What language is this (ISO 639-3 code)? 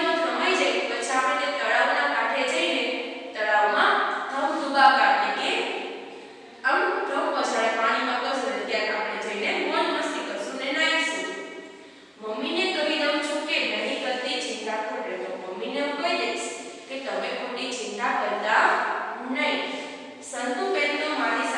guj